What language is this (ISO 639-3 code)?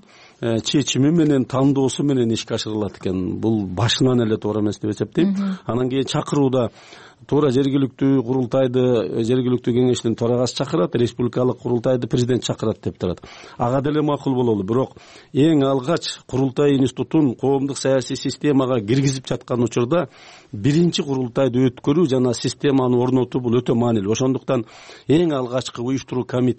kir